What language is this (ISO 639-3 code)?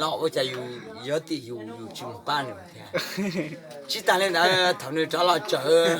hmn